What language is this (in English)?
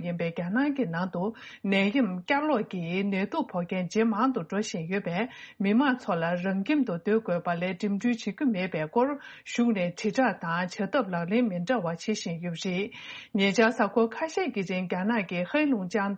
Tibetan